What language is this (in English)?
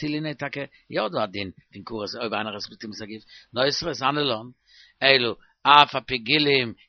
Yiddish